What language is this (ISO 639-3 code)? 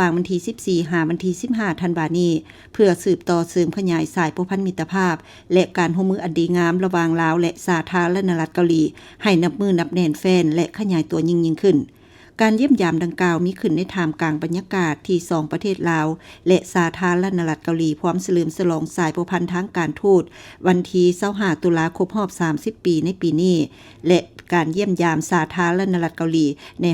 lao